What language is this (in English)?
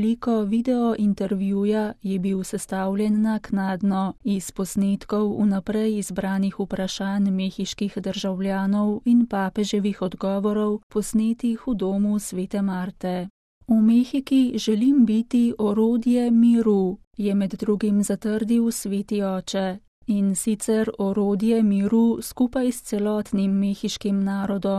Slovenian